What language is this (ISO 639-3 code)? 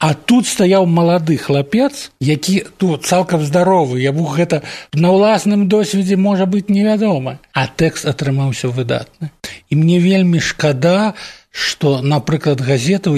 bel